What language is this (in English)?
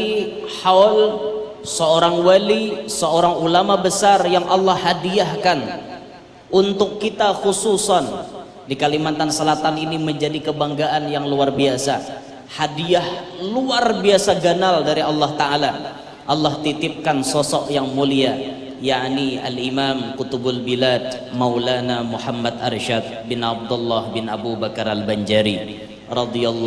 Banjar